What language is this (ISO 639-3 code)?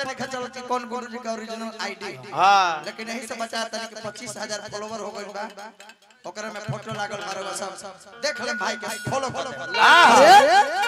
bho